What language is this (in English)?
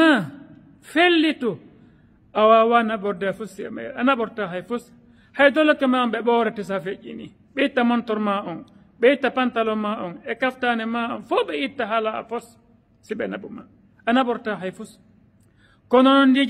Fula